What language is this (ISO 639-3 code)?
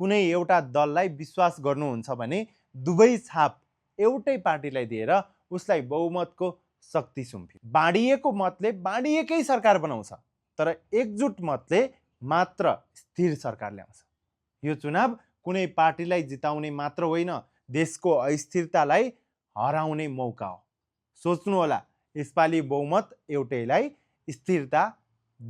nep